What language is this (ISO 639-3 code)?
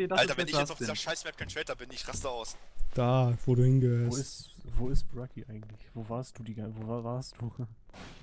deu